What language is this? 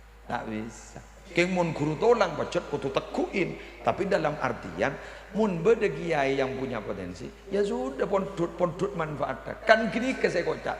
Madurese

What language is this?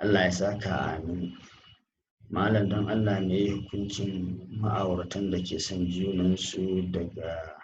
Hausa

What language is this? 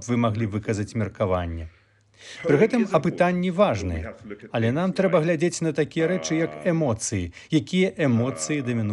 Belarusian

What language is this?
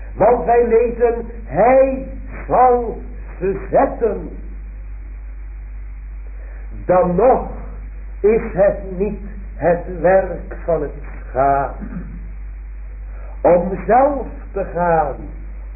Dutch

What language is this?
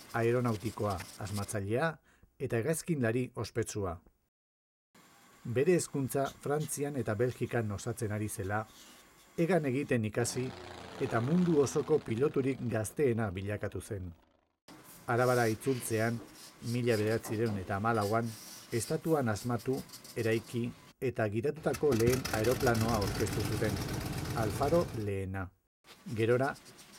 Basque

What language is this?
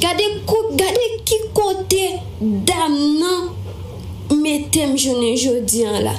Haitian Creole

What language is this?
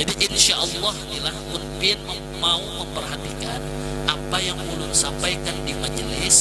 Banjar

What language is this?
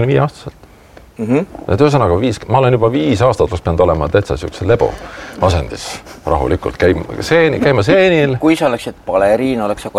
Estonian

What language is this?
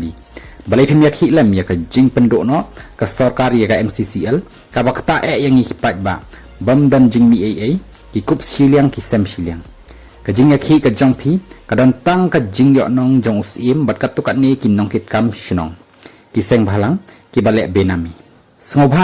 Khasi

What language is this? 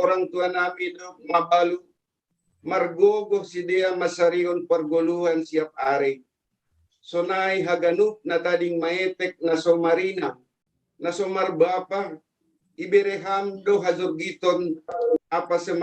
Batak Simalungun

